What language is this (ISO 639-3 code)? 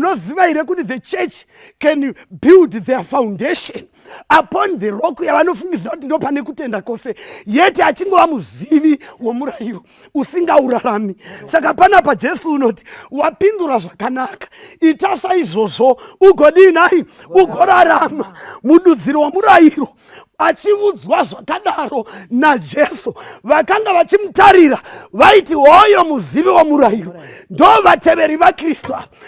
sna